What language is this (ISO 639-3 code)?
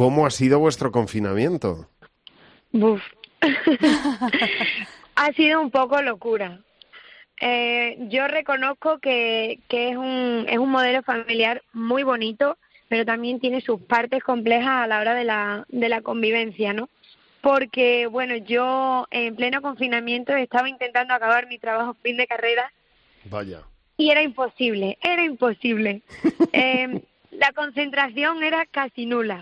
spa